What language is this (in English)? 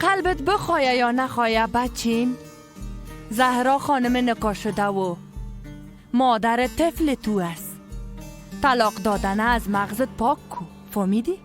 Persian